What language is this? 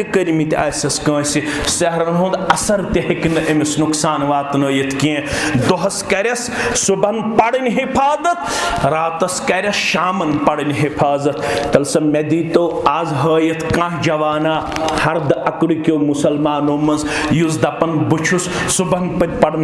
Kashmiri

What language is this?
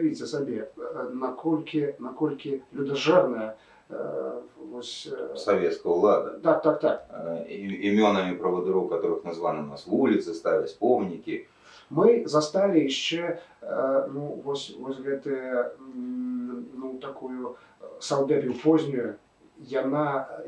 Belarusian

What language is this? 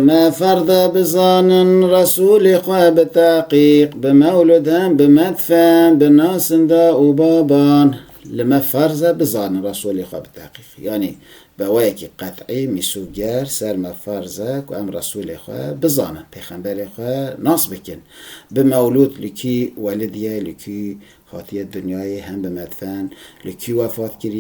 Kurdish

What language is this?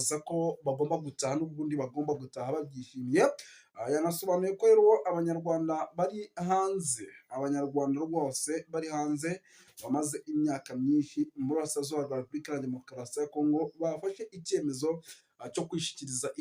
Kinyarwanda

